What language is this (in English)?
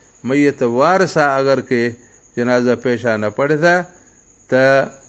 Baluchi